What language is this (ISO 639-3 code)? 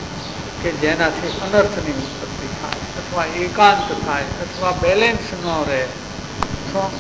guj